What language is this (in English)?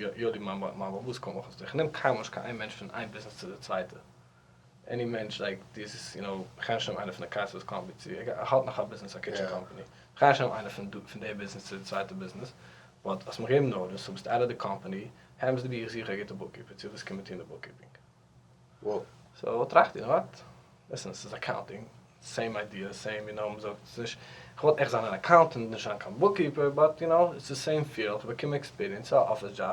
Yiddish